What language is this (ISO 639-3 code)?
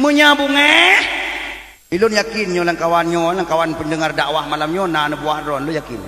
ace